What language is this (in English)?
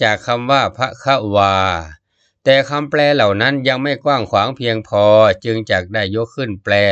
Thai